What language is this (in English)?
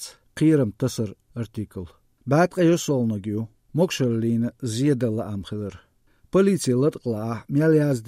Chechen